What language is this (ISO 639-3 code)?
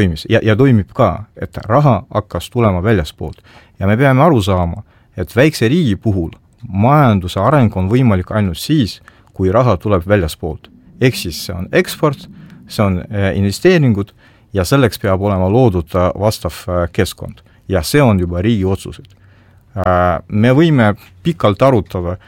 est